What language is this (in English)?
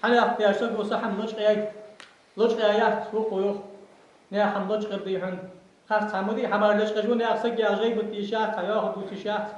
Ingush